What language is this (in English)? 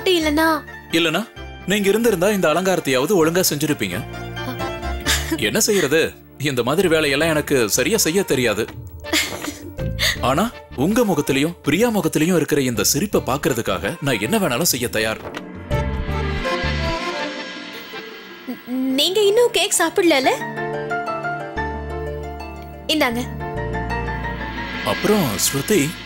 Tamil